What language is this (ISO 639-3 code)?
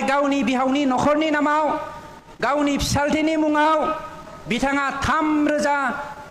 brx